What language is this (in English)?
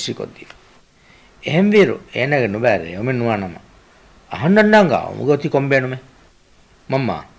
Divehi